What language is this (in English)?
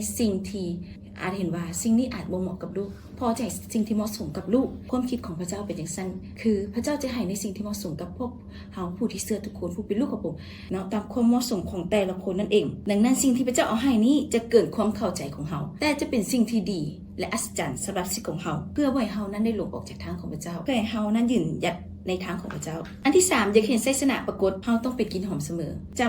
Lao